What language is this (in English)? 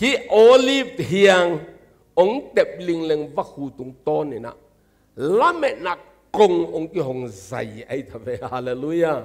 Tedim Chin